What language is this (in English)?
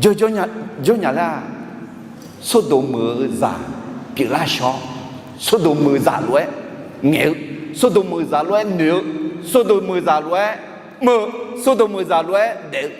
Akha